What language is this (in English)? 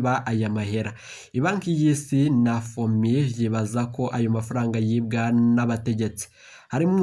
Rundi